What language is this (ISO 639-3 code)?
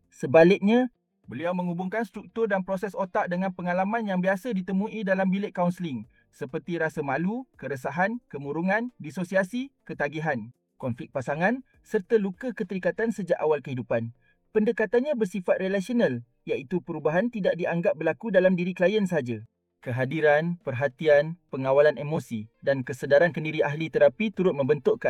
msa